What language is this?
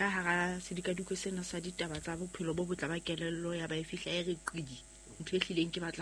Southern Sotho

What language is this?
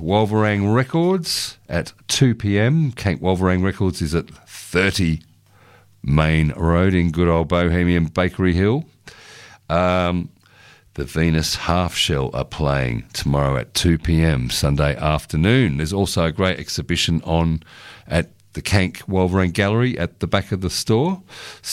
English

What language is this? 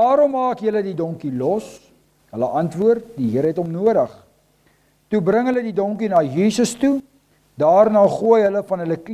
Afrikaans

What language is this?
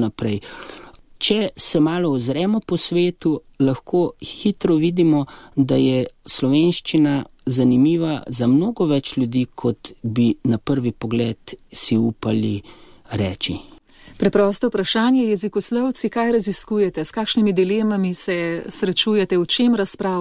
Slovenian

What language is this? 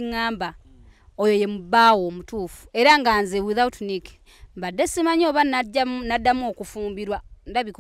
Ganda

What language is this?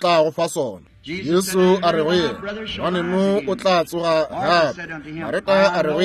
Northern Sotho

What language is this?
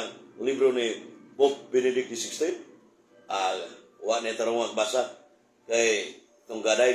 Cebuano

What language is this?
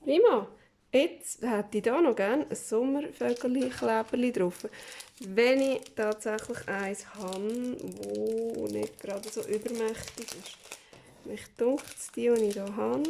Swiss German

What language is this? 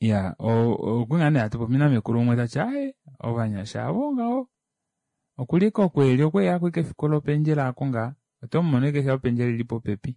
Kuanyama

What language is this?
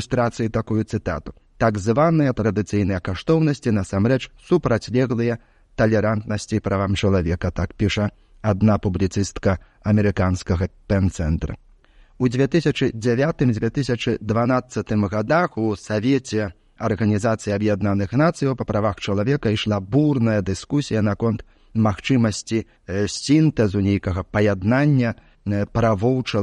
Belarusian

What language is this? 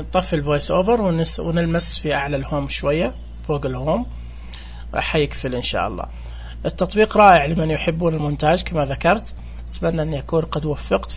Najdi Arabic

